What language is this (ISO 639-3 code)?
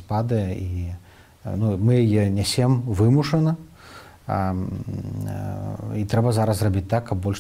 bel